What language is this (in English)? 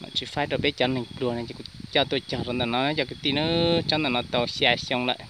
Hmong